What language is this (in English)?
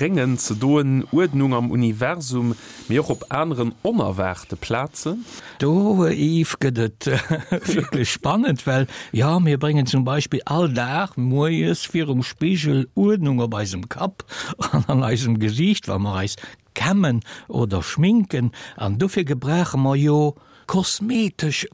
Luxembourgish